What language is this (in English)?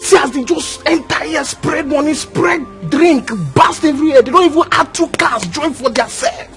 Nigerian Pidgin